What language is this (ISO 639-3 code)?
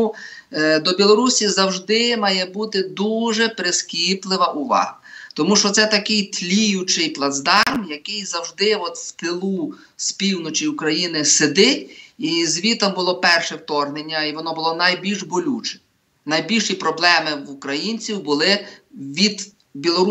ukr